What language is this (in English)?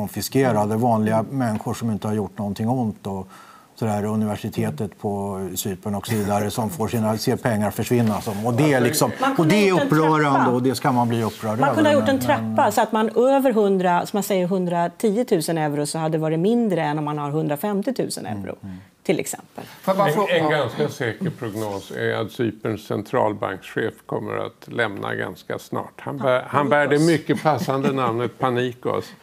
Swedish